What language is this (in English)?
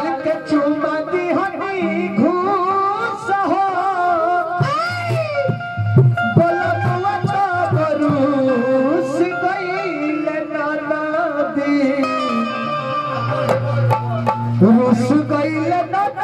Bhojpuri